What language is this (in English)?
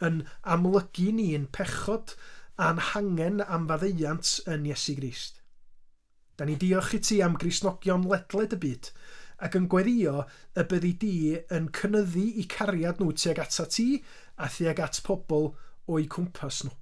Welsh